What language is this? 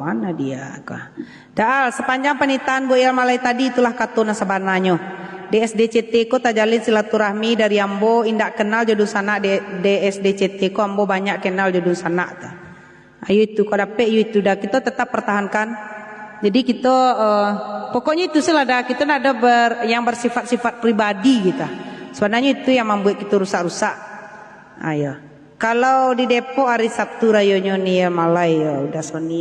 Minangkabau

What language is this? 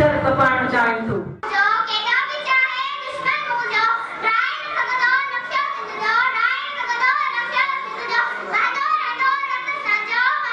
Sindhi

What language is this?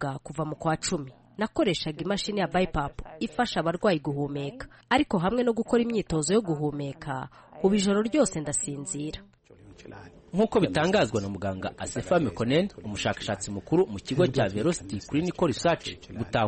Kinyarwanda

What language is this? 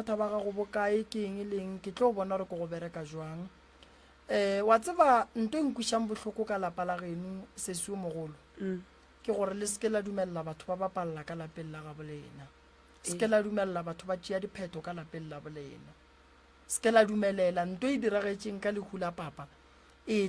Northern Sotho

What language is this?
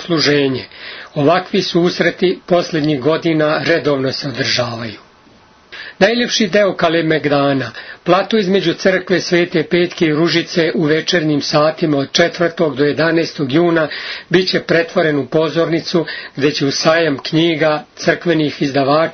Serbian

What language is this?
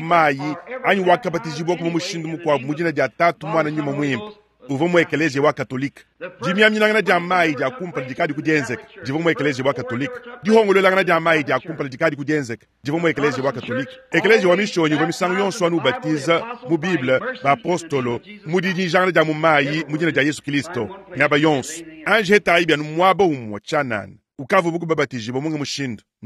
Luba-Lulua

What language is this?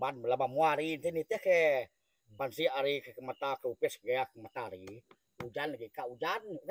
Iban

